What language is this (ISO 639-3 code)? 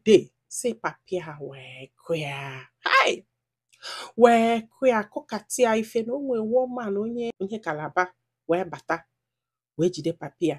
ibo